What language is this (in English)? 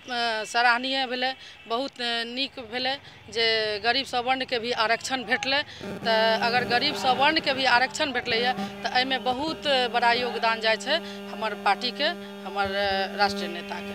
Maithili